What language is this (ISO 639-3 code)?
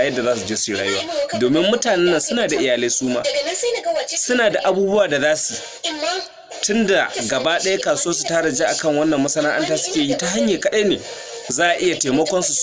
hau